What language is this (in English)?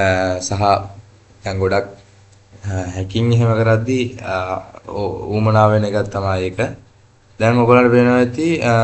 Sinhala